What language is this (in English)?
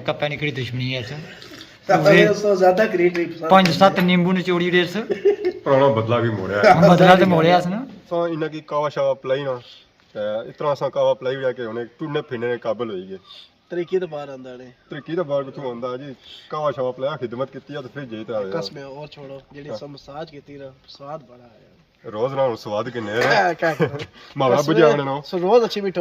Pahari-Potwari